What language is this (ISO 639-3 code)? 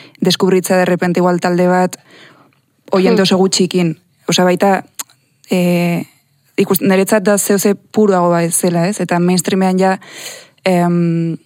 eus